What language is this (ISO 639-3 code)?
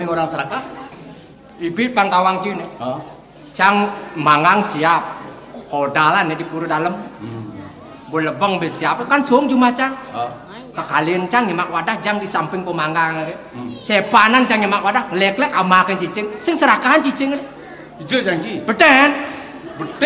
ban